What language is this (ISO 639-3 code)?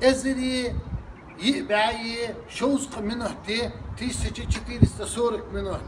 che